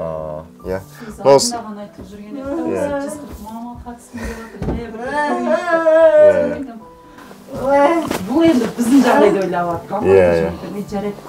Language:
Kazakh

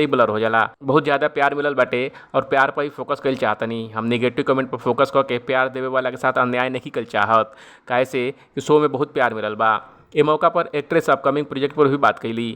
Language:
Bhojpuri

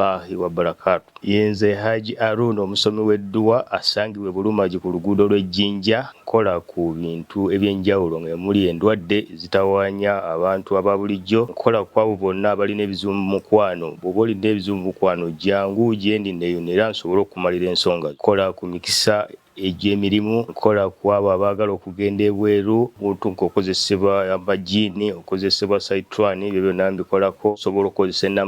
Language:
Ganda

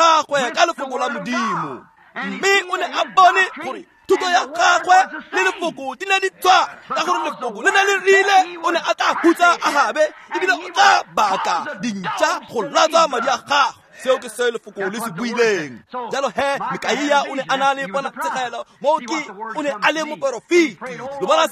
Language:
Tswana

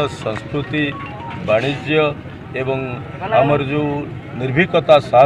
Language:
Odia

